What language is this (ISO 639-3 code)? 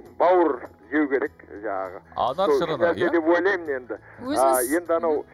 kaz